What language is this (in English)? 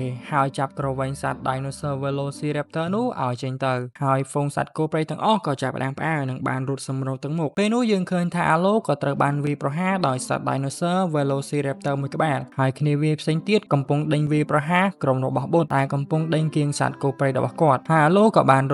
Khmer